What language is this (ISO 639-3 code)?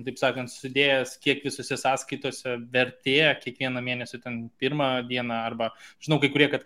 lit